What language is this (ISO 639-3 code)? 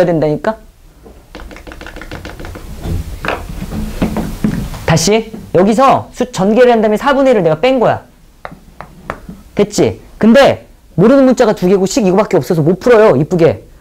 kor